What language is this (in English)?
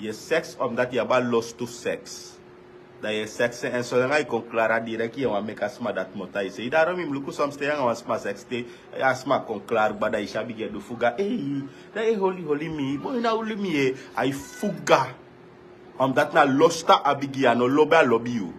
Sranan Tongo